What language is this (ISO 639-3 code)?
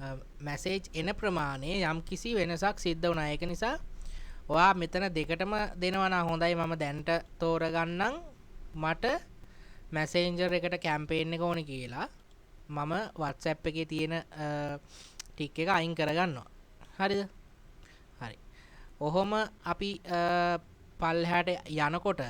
sin